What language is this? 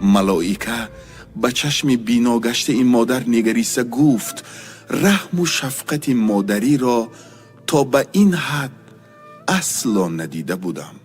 Tajik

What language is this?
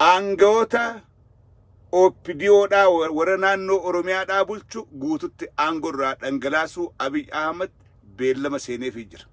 Oromo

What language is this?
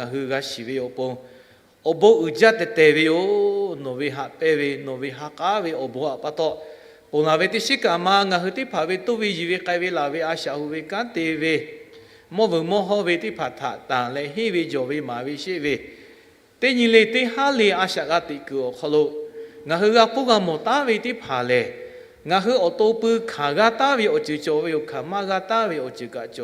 Lahu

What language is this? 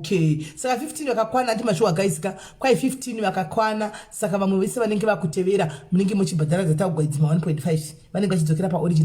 Shona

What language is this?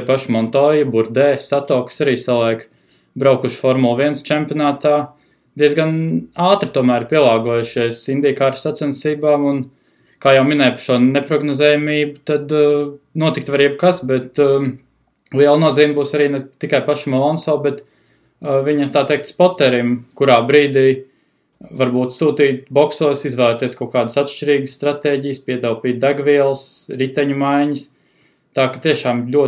Latvian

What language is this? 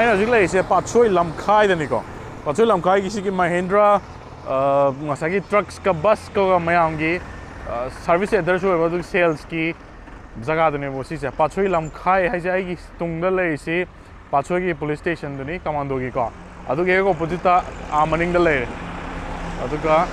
Manipuri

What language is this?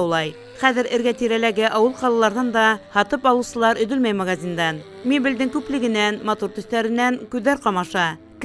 Bashkir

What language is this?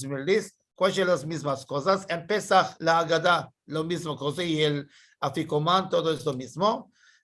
Ladino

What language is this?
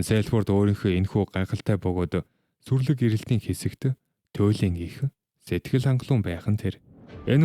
Mongolian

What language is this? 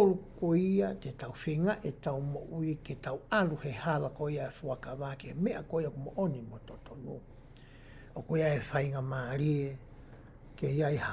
Tongan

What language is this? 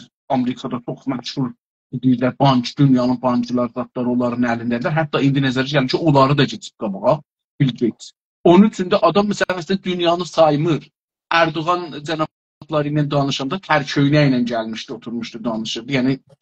South Azerbaijani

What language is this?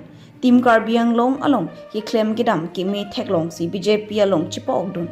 Karbi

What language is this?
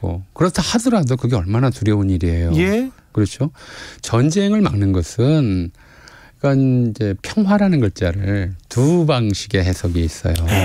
Korean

